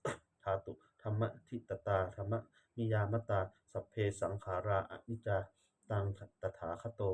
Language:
Pali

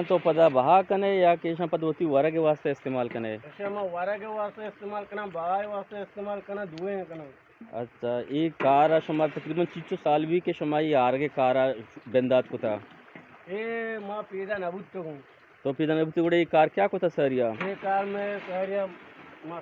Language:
Eastern Balochi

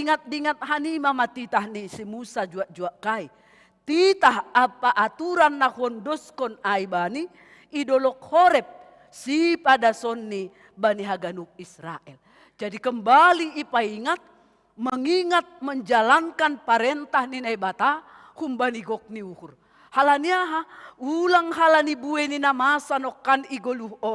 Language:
Batak Simalungun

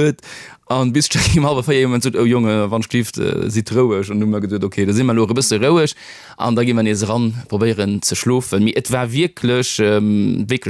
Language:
Luxembourgish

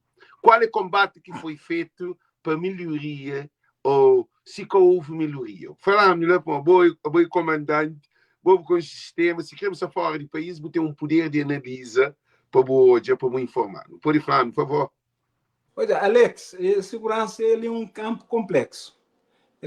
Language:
Kabuverdianu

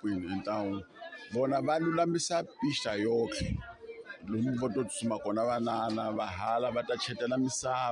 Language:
Tsonga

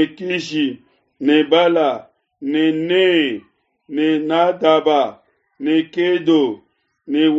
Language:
Luba-Lulua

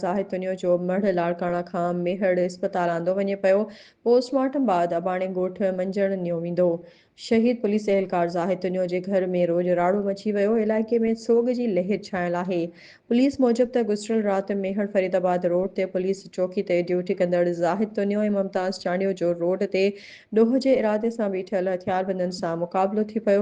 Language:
Sindhi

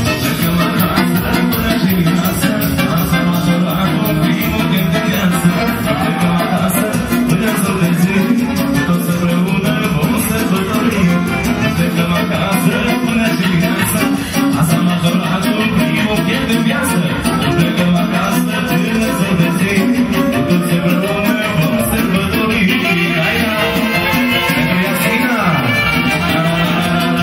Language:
Romanian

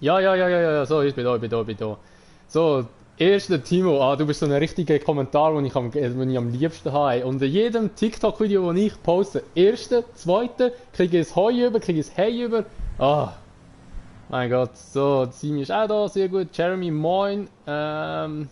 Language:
Swiss German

